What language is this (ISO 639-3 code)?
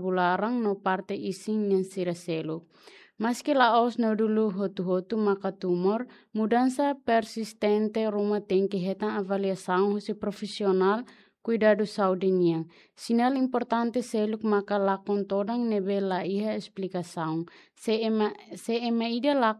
tet